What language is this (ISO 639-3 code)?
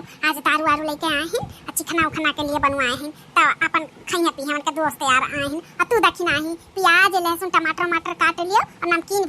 awa